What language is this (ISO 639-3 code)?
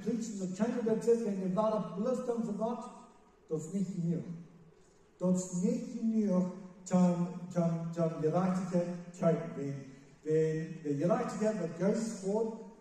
pdt